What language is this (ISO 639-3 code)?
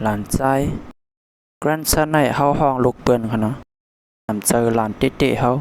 shn